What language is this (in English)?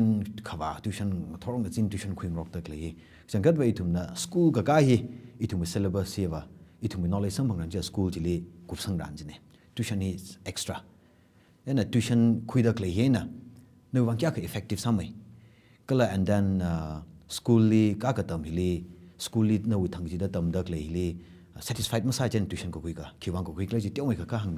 Tangkhul Naga (India)